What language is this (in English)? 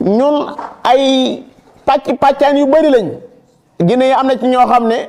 Wolof